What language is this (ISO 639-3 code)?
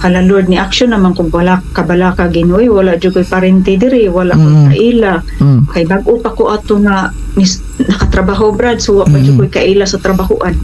ceb